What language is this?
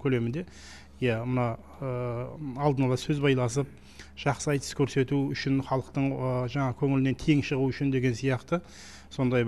Kazakh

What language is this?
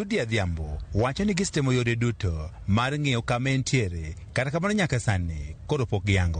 Luo (Kenya and Tanzania)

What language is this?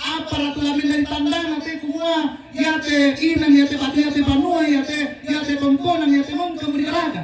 Toraja-Sa'dan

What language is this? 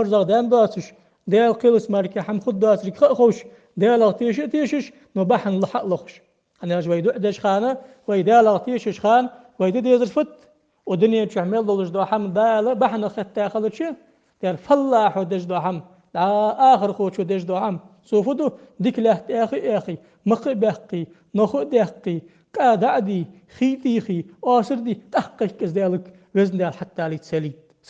Ingush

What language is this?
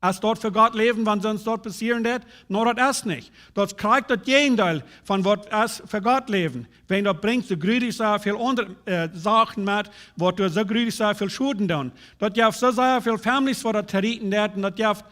Plautdietsch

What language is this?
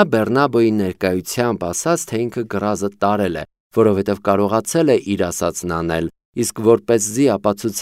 Armenian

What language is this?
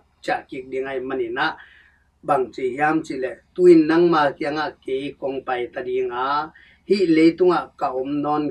Tedim Chin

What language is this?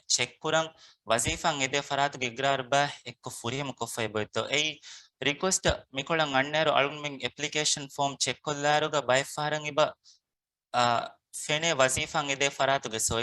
Divehi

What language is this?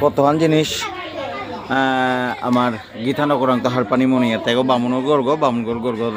Bishnupriya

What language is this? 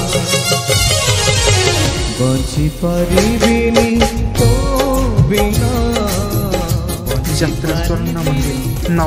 Odia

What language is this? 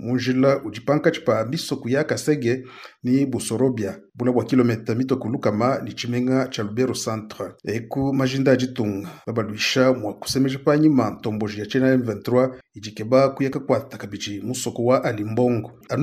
Luba-Lulua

